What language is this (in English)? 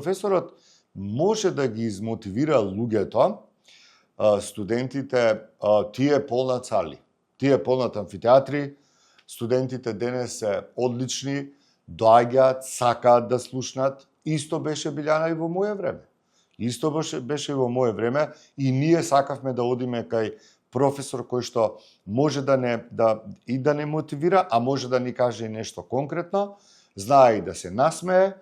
Macedonian